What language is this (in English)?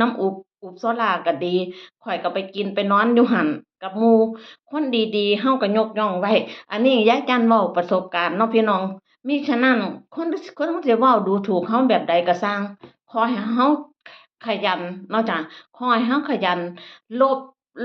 Northeastern Thai